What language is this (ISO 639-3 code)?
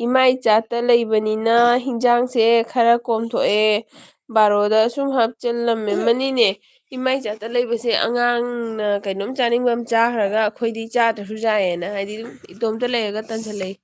mni